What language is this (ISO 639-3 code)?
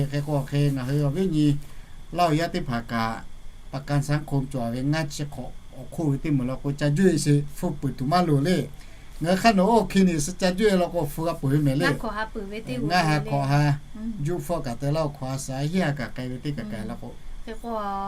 lhu